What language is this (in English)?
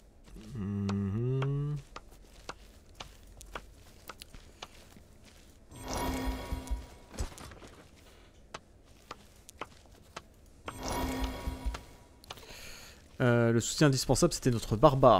French